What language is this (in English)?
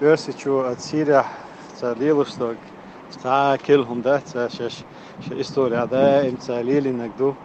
Chechen